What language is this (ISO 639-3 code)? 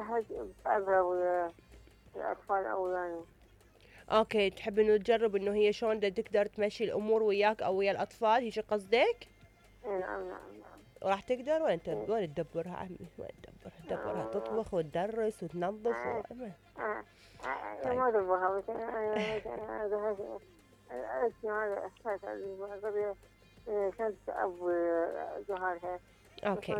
acm